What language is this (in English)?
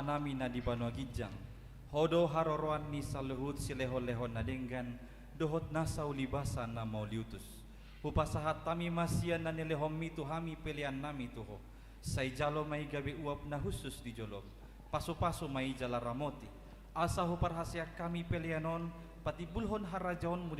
Batak Toba